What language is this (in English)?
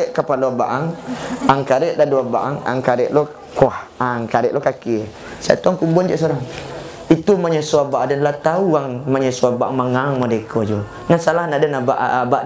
Minangkabau